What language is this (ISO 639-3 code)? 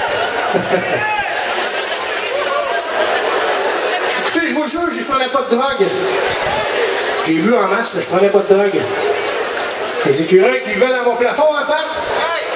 fra